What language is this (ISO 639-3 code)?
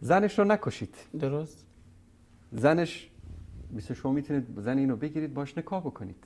fas